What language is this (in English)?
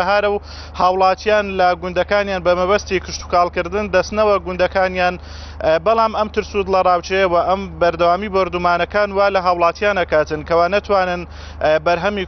Central Kurdish